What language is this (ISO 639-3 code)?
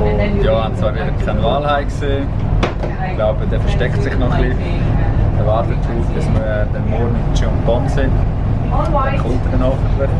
gsw